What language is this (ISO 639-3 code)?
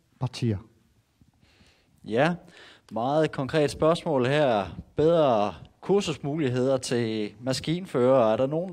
dan